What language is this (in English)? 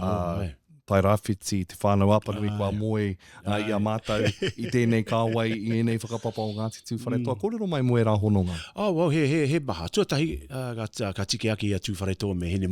Māori